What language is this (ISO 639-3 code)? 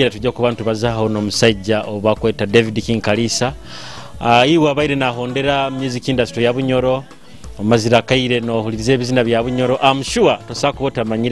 nyo